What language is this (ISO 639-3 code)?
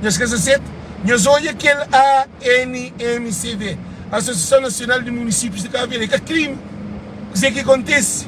kea